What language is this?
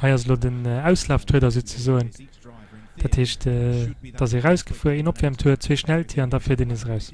Luxembourgish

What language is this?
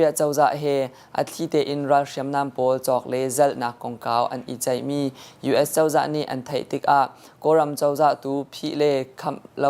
Hakha Chin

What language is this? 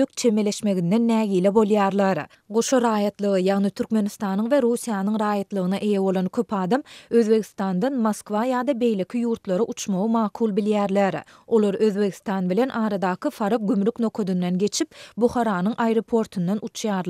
Turkmen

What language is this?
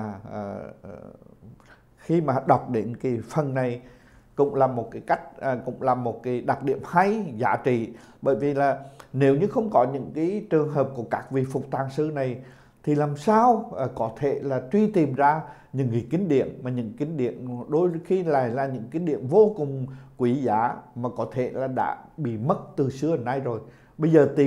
Vietnamese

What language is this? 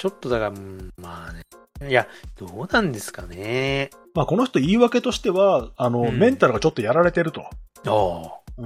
Japanese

